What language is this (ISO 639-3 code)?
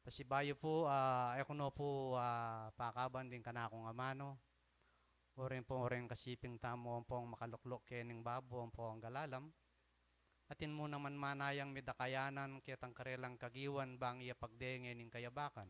pam